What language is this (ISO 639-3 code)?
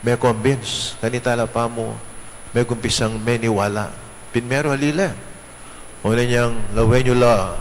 pam